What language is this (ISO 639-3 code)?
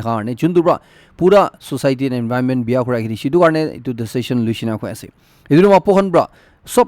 nag